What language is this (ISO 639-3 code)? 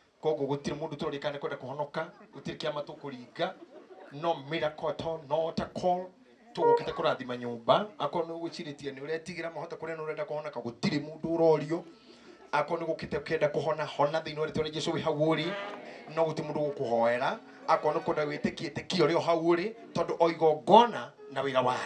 kik